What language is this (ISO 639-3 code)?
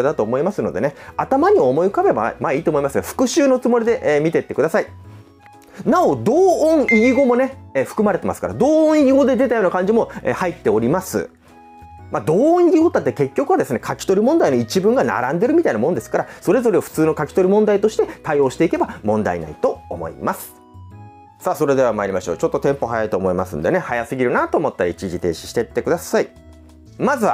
jpn